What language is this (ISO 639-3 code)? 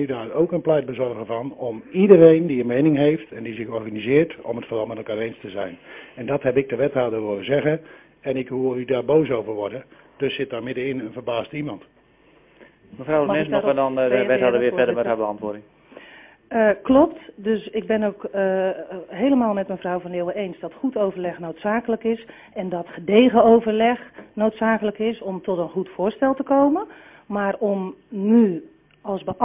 nld